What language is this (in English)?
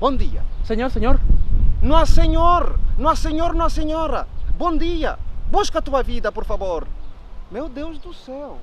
Kabuverdianu